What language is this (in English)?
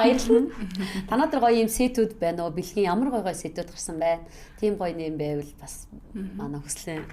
Mongolian